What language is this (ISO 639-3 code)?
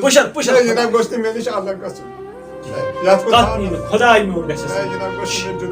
kas